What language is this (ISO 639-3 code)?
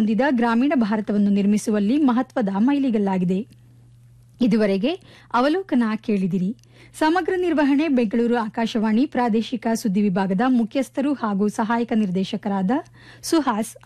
kan